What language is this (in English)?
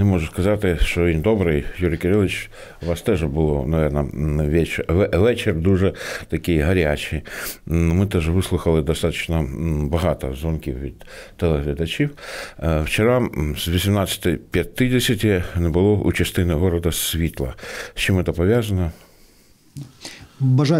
Ukrainian